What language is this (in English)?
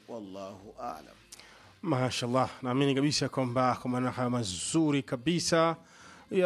Swahili